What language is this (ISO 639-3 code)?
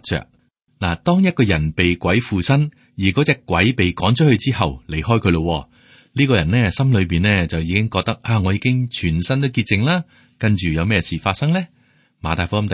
yue